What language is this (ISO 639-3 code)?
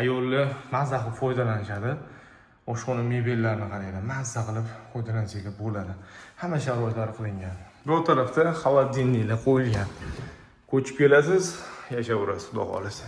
uzb